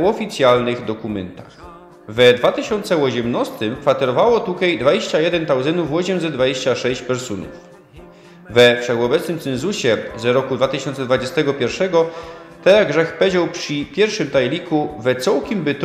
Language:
Silesian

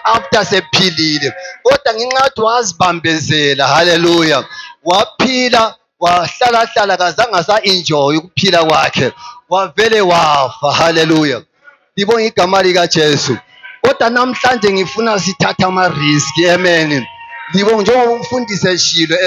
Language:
Zulu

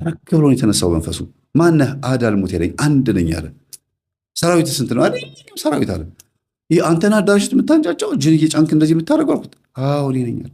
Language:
Amharic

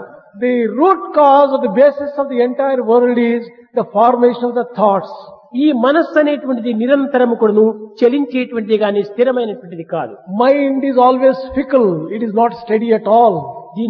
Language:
Telugu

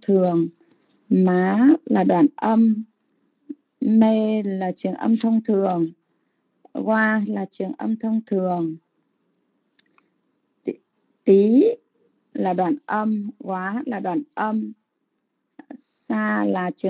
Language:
Vietnamese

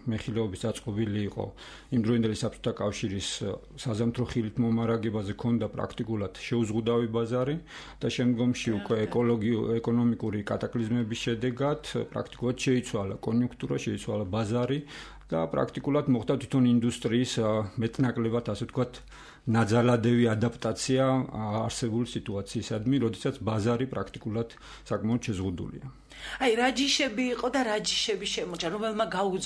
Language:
Georgian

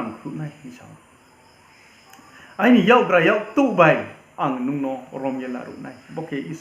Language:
Riang (India)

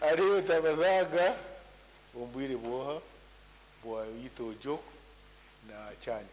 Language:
Nyankole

